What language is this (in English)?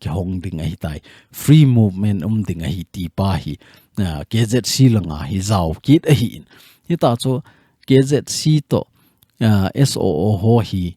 Thado Chin